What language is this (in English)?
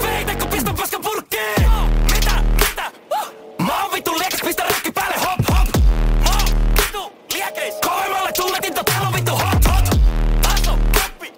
Finnish